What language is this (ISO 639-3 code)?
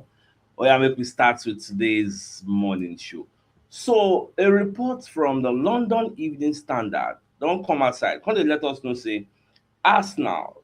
pcm